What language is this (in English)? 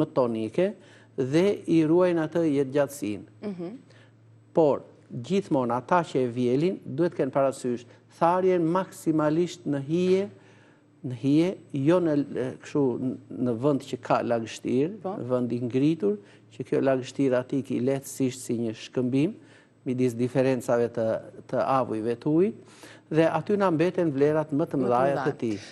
Albanian